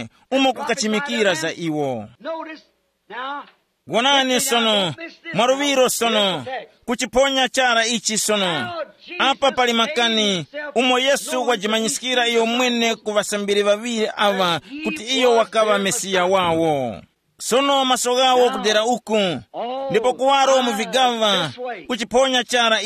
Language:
Tumbuka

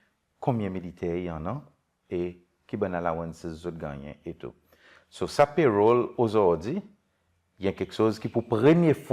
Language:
Seselwa Creole French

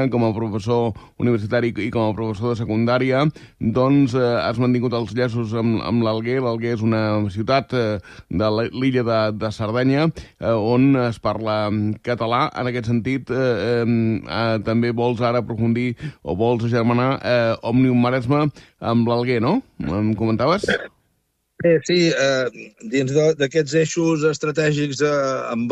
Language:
Catalan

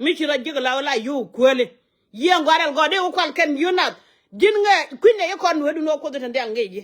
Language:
Nuer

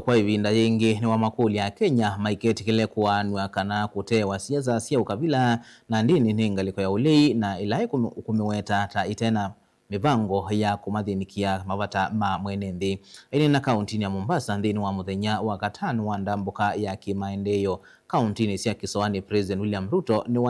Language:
Kamba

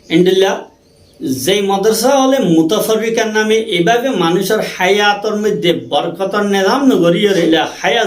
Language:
Rohingya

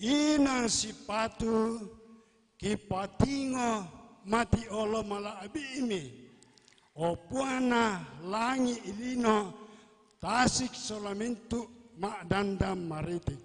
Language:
Toraja-Sa'dan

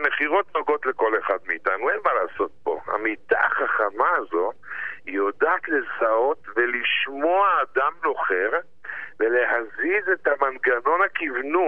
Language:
Hebrew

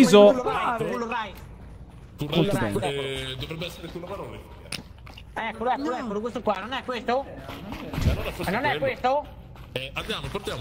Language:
Italian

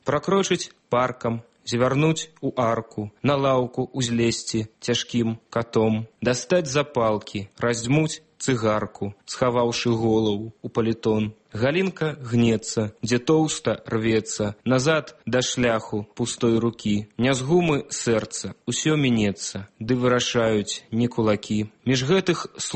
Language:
Belarusian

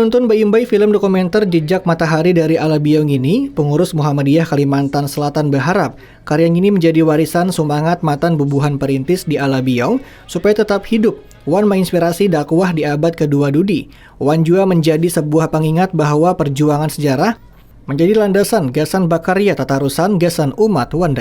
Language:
Banjar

